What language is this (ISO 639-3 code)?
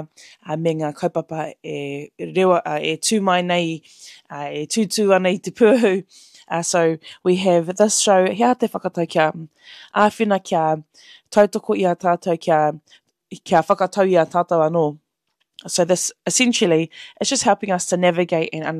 mri